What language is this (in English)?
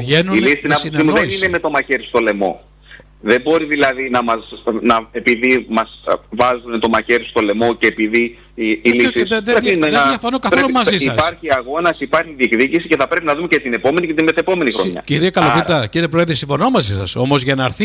Greek